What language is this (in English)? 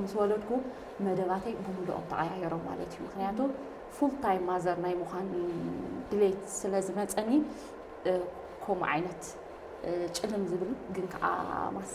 Tigrinya